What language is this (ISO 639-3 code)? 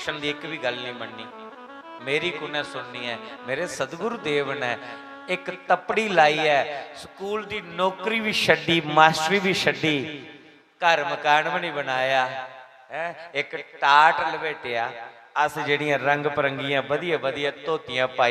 doi